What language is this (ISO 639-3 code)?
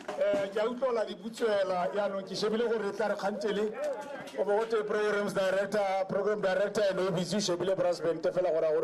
tsn